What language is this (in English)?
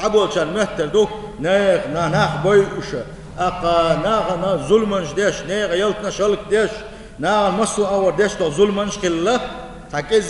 Chechen